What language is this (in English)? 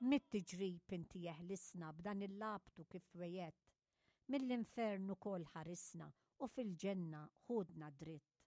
Maltese